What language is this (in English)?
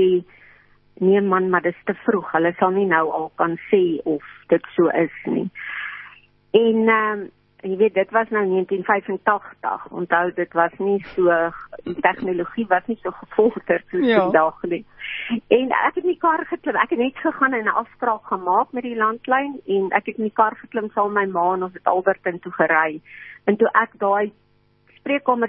Afrikaans